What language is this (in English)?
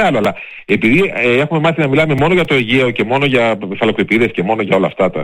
Greek